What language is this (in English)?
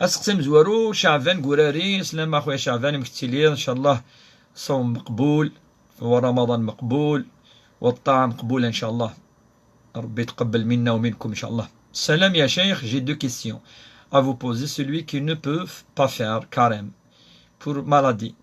Kabyle